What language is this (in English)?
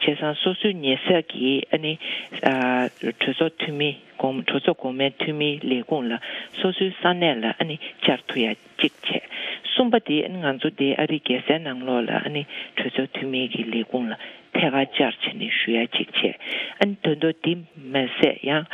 Tibetan